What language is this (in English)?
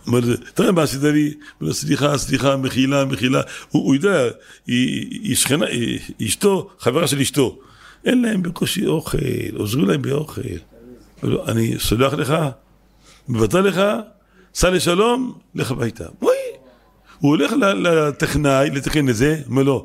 Hebrew